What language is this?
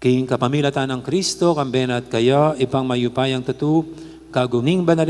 Pampanga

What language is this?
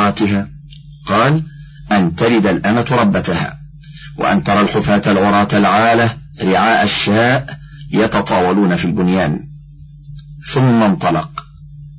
Arabic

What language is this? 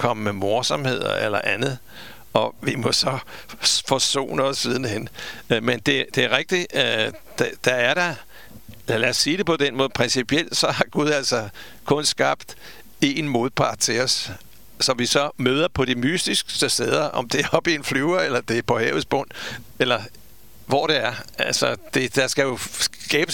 Danish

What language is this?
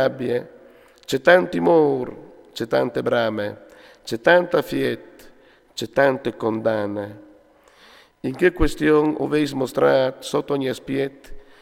Friulian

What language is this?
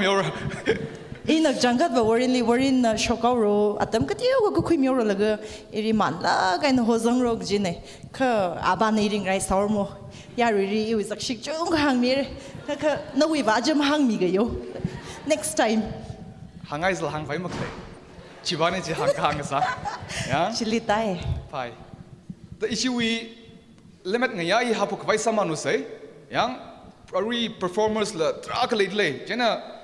Tangkhul Naga (India)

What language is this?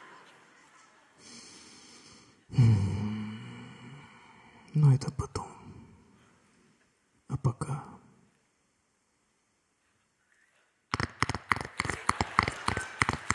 Russian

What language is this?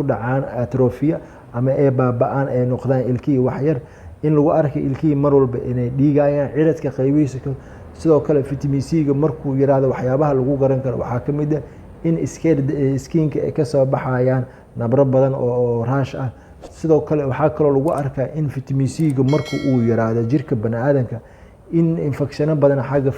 Somali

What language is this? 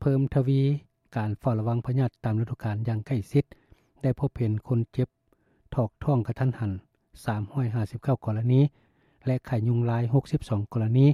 Lao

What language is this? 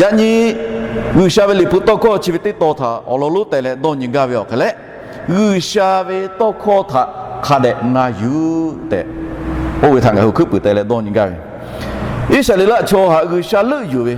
Lahu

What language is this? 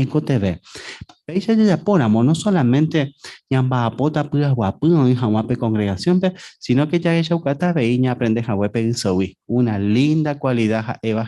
Guarani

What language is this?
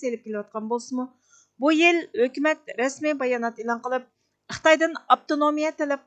Uyghur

